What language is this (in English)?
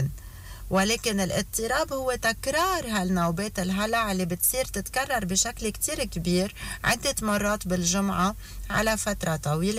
North Levantine Arabic